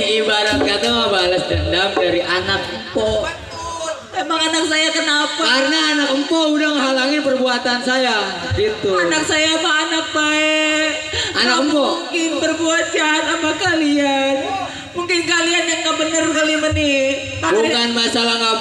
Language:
Betawi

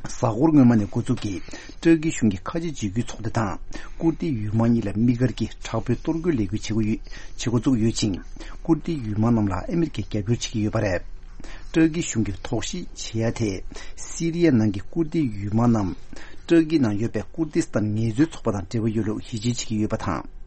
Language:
Tibetan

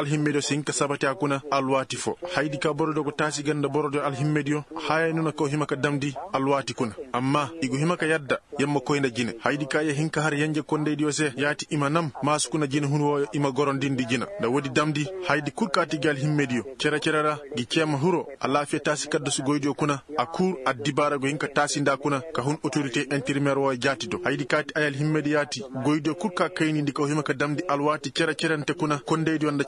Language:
Koyraboro Senni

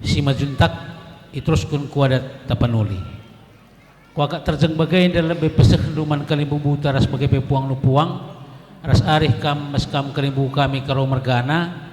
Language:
Batak Karo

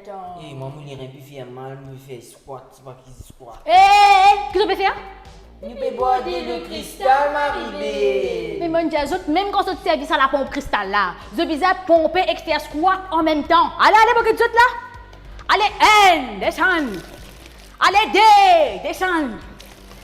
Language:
Morisyen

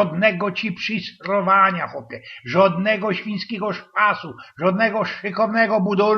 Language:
Silesian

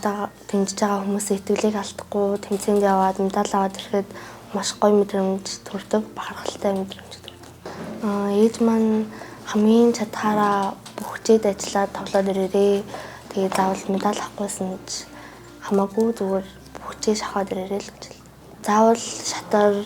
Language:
Mongolian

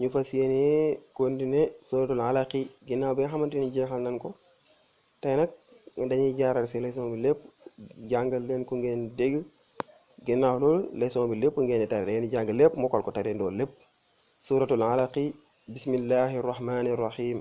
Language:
Wolof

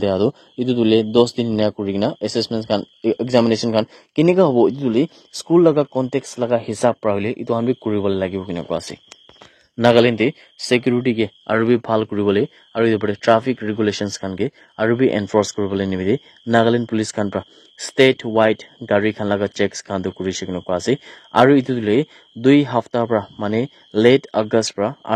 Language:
Naga Pidgin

